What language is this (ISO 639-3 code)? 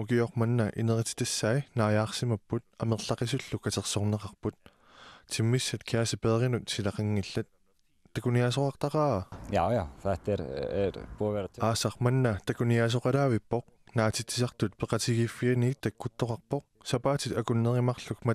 kal